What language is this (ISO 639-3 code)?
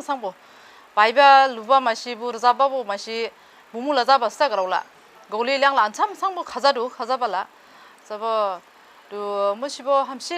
dis